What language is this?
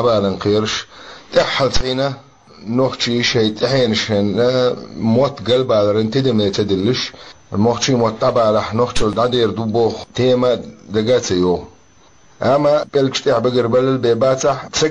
Chechen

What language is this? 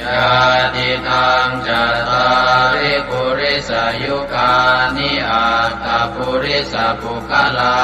Pali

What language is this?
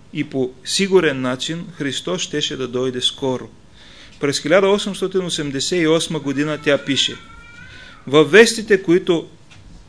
Bulgarian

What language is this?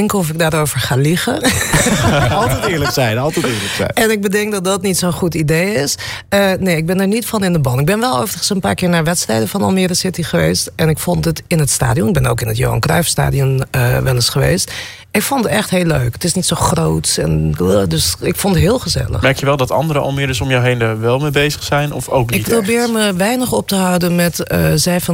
Dutch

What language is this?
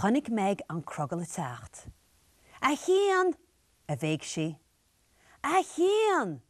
Irish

